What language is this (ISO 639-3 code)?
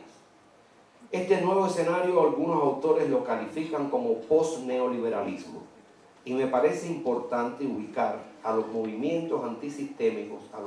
spa